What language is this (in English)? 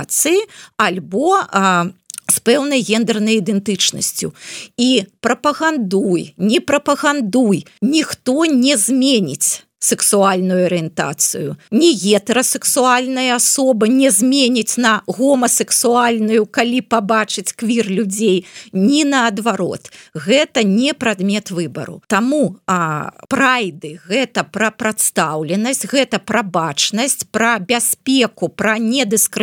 Belarusian